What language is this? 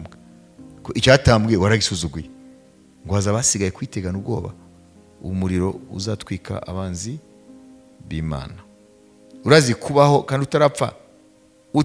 Kinyarwanda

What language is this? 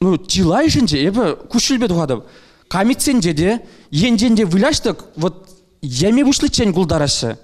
Chuvash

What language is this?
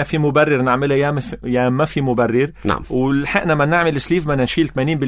North Levantine Arabic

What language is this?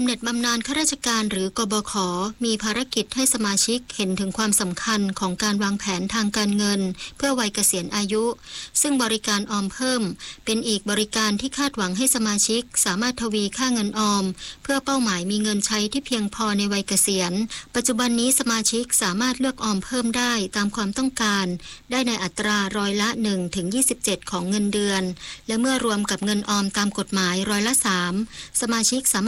Thai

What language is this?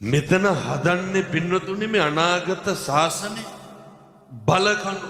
Sinhala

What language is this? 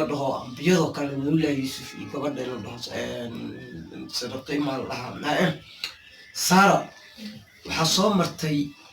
Somali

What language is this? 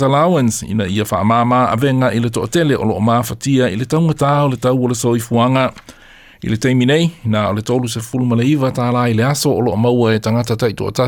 Samoan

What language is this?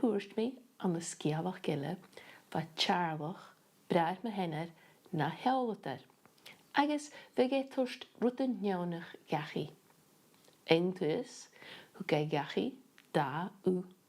Scottish Gaelic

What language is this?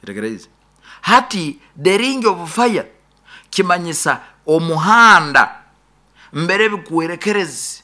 Nyoro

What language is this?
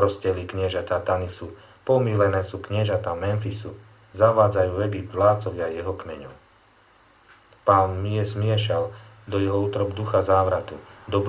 Slovak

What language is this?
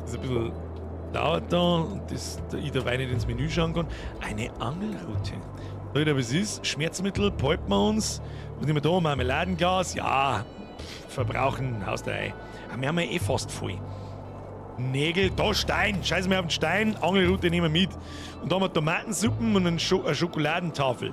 Bavarian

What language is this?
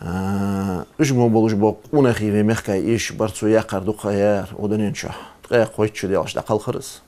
Ingush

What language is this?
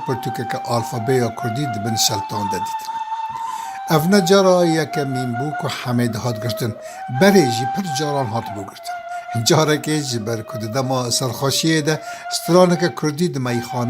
Kurdish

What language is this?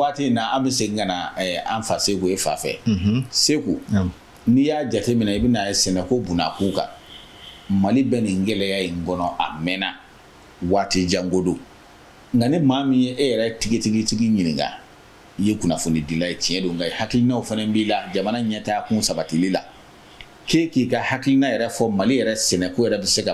Bambara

